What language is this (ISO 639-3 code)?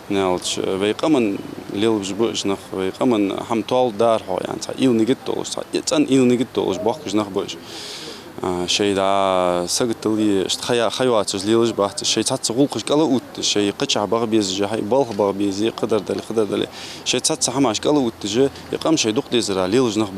inh